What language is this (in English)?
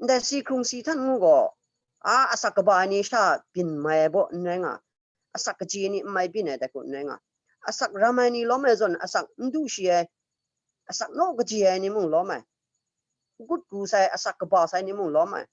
Kachin